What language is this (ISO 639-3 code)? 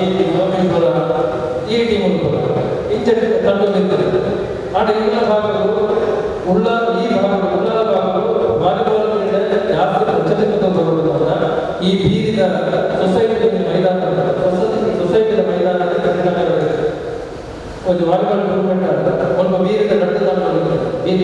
kan